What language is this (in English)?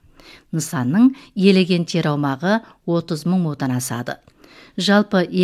Kazakh